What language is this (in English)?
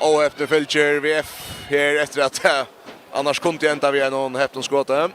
Faroese